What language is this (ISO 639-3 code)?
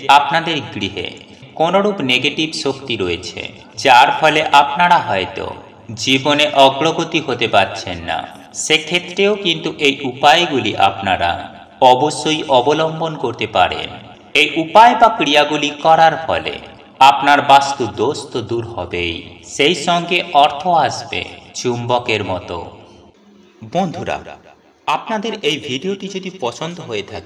ben